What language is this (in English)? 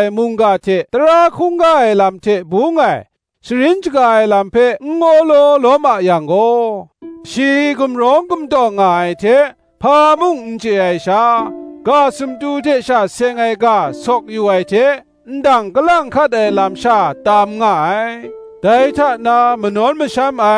Kachin